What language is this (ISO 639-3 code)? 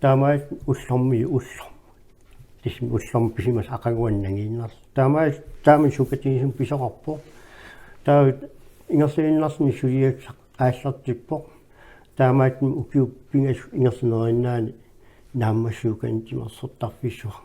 kal